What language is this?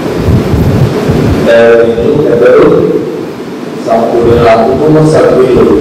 Telugu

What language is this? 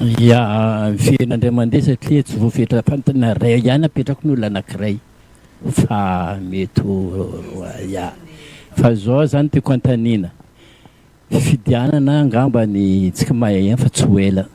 Malagasy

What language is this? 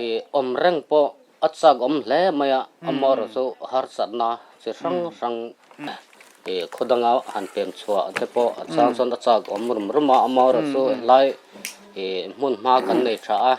Mizo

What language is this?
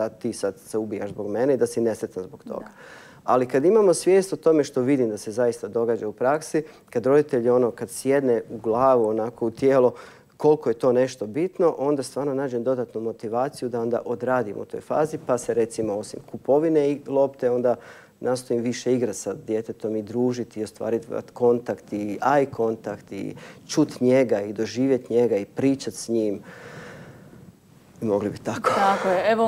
Croatian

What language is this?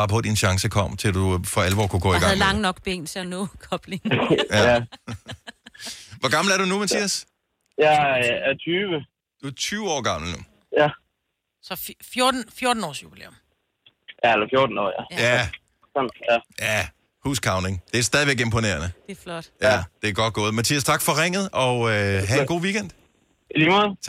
Danish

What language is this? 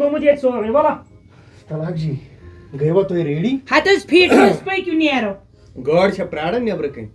Kashmiri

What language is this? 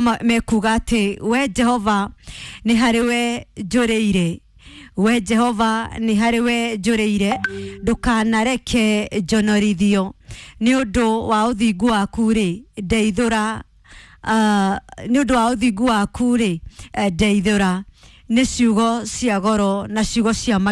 Kikuyu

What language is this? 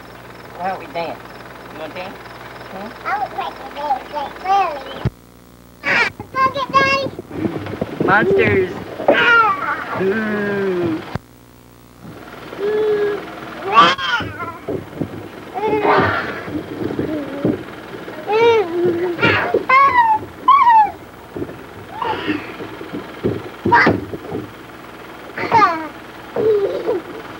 English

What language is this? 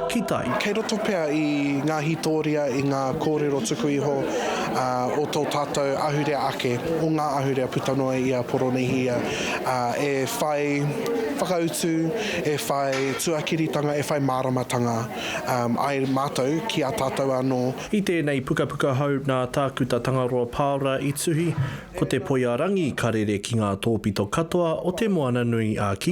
Māori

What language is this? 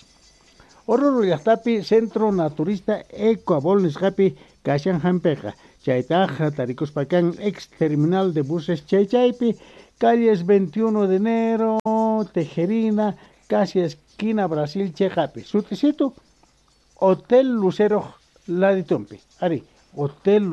Quechua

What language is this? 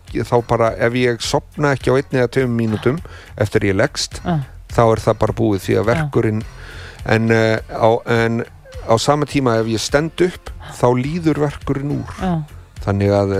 Icelandic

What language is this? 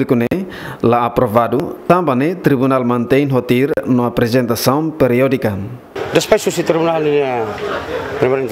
Tetum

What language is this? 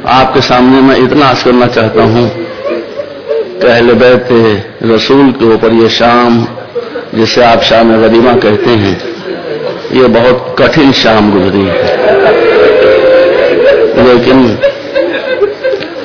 Urdu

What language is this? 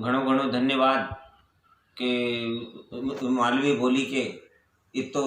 Rajasthani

